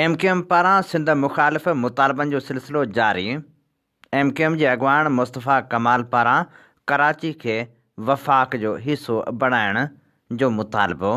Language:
Sindhi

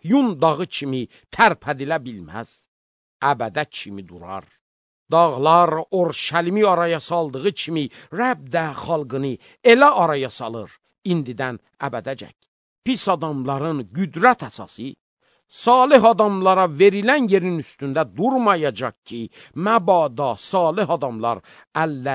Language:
Azerbaijani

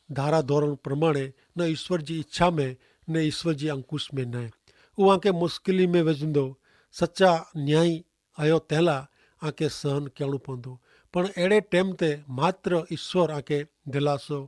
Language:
Kachhi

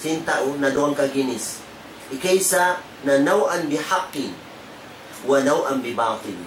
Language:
Tausug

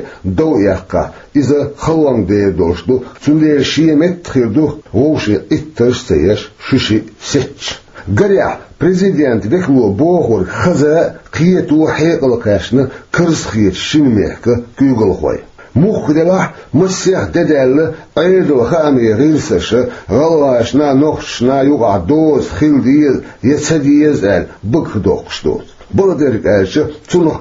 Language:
Chechen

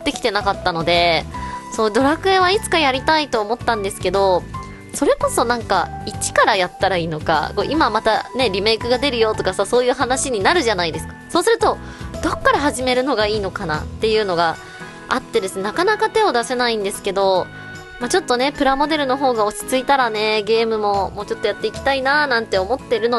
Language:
Japanese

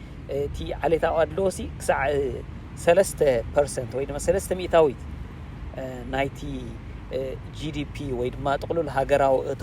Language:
Tigrinya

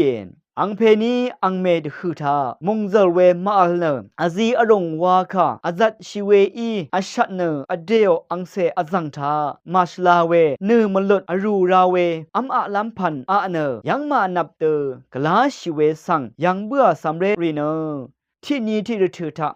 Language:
Rawang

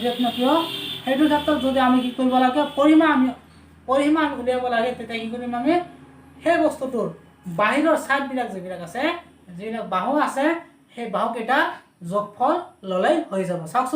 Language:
Assamese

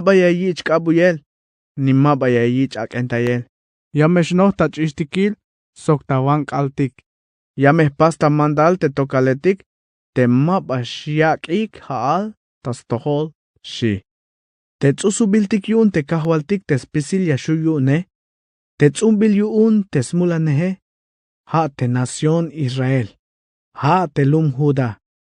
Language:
Tzeltal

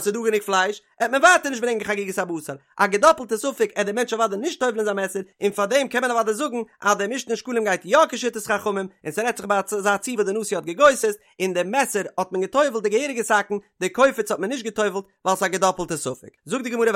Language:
Yiddish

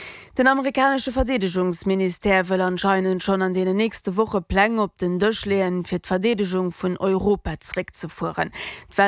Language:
Luxembourgish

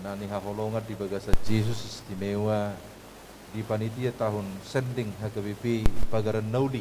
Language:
Batak Toba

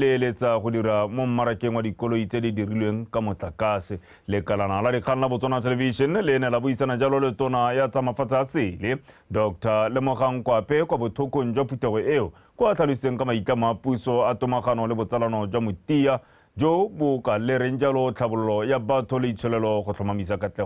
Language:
Tswana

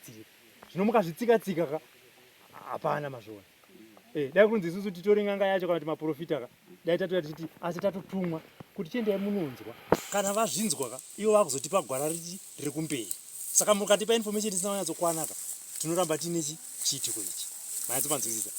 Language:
Shona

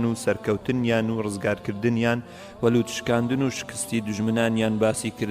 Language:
Central Kurdish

